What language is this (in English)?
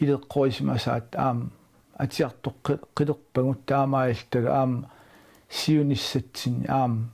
Kalaallisut